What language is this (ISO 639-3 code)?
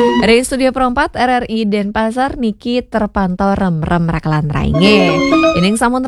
ban